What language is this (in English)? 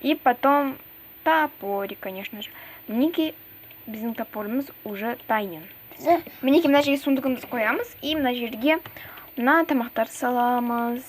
Kazakh